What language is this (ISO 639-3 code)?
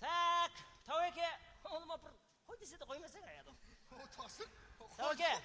kaa